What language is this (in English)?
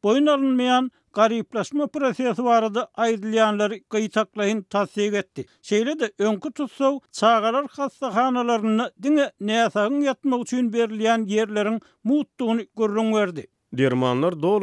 Turkmen